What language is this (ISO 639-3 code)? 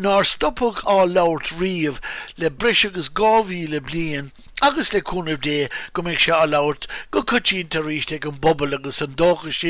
gle